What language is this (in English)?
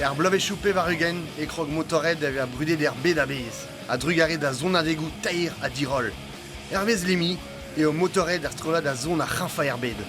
Breton